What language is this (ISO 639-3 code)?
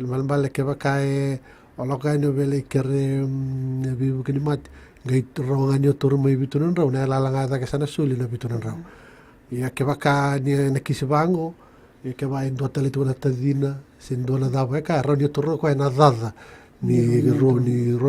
fij